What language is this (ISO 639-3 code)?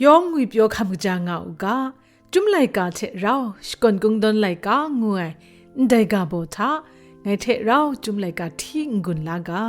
kac